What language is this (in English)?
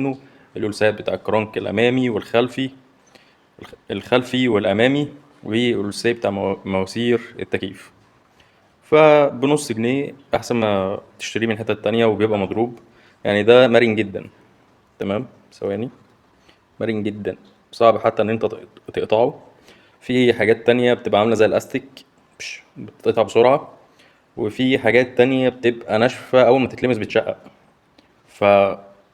Egyptian Arabic